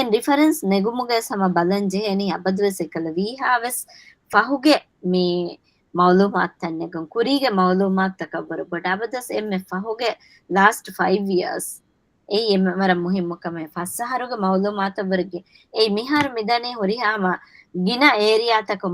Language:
Divehi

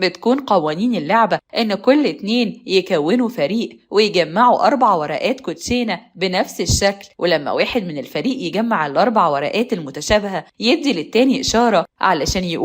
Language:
Egyptian Arabic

